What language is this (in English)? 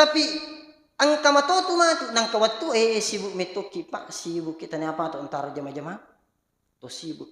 Buginese